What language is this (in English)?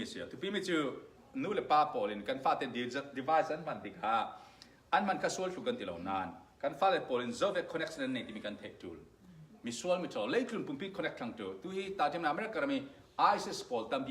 Falam Chin